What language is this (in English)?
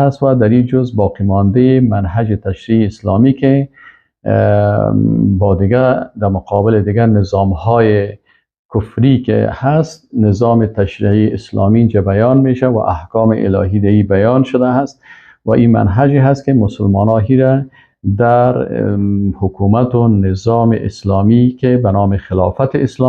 Persian